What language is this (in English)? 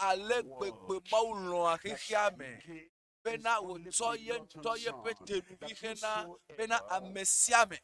Ewe